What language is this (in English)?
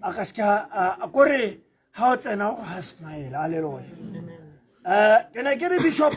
Tswana